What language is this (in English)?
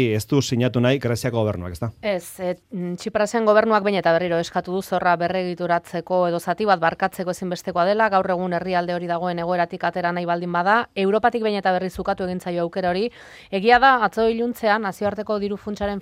Basque